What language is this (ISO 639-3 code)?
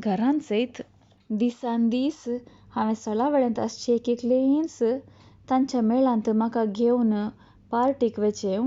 kok